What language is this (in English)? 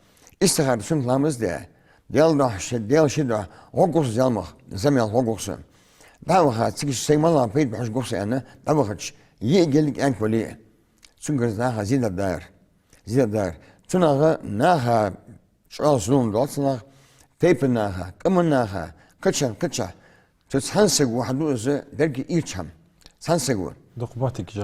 Ingush